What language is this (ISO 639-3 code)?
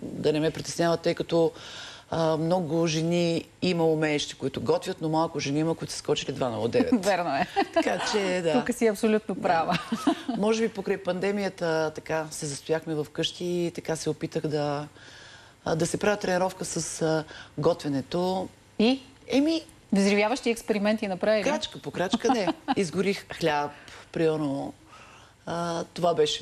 bul